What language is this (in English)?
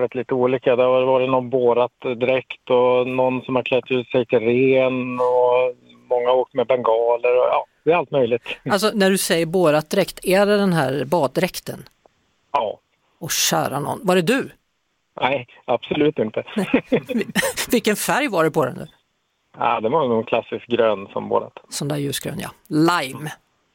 Swedish